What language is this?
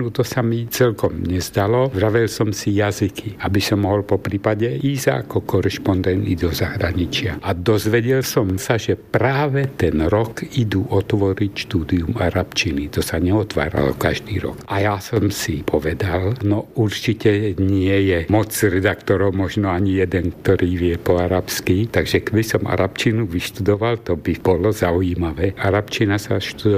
Slovak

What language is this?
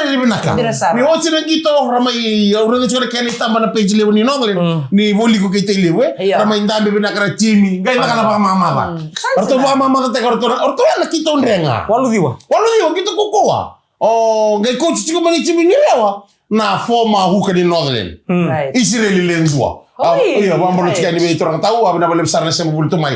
Fijian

